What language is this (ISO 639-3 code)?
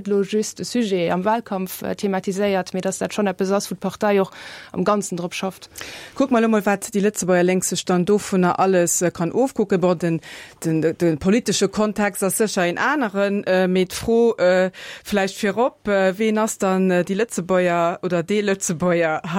ltz